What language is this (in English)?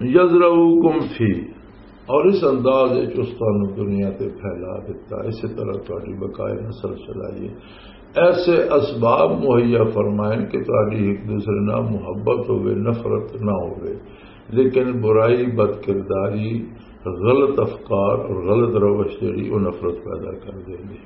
Western Panjabi